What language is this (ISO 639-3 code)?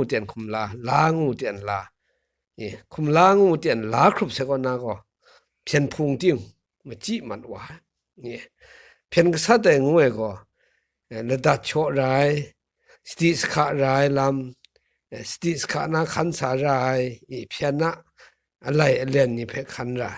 kac